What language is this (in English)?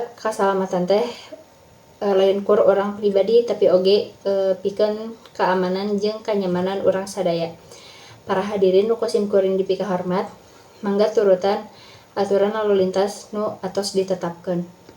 Sundanese